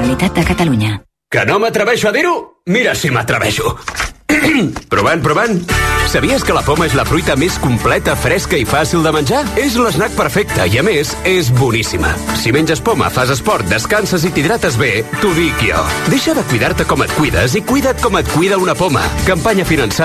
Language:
Catalan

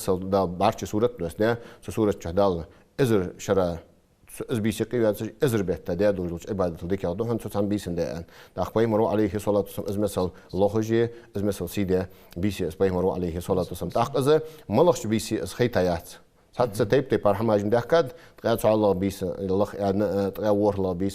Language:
Ingush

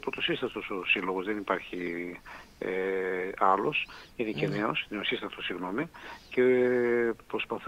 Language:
Greek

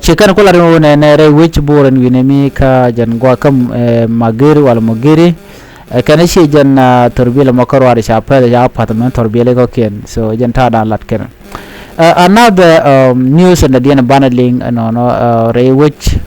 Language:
Nuer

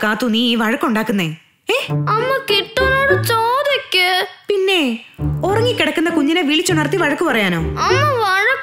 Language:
Malayalam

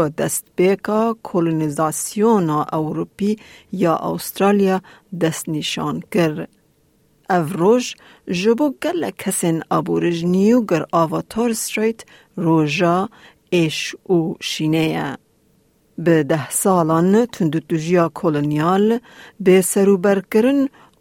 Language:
Kurdish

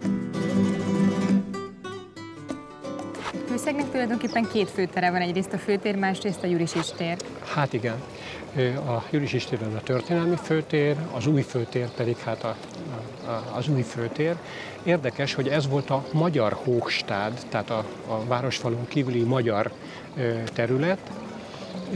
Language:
Hungarian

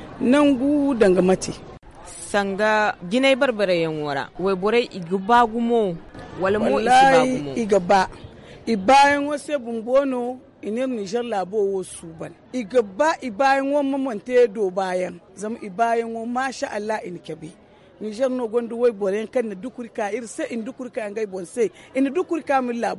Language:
Zarma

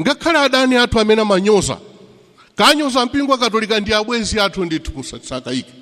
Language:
Nyanja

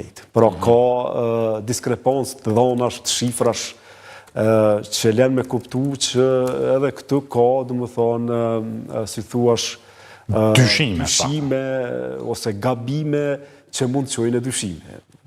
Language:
Albanian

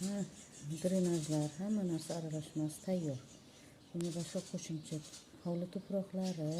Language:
Uzbek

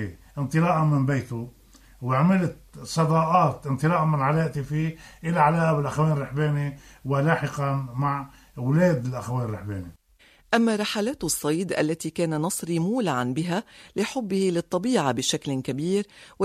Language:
Tunisian Arabic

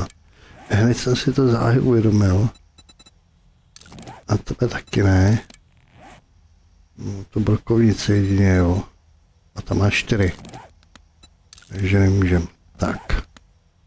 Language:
Czech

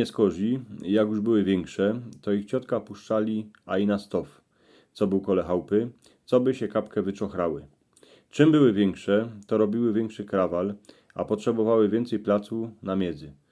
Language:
Silesian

